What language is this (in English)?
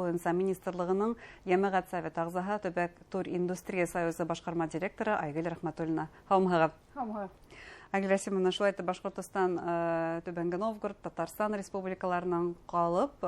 Bashkir